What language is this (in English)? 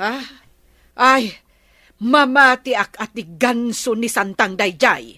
Iloko